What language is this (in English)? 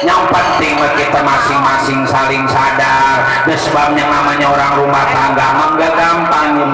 Betawi